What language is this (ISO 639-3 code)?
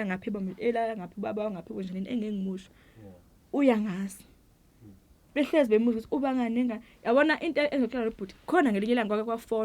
zul